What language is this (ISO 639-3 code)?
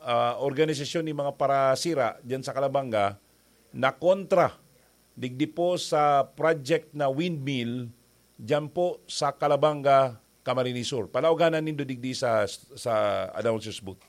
bik